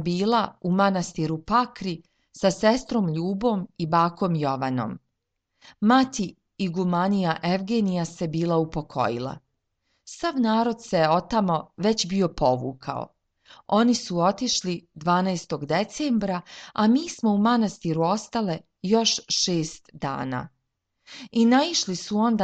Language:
Serbian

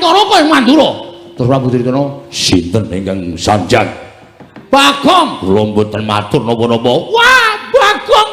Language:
Javanese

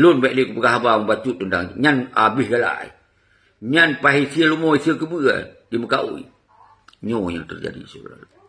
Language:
Achinese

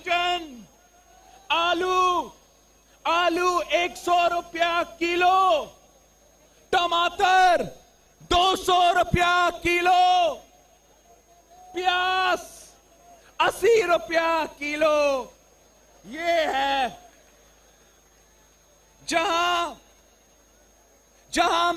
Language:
Urdu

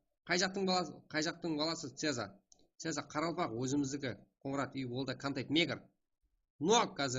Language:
Kara-Kalpak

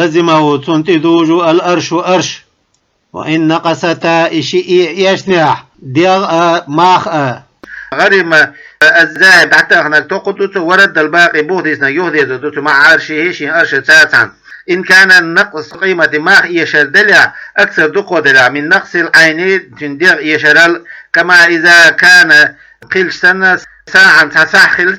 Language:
Chechen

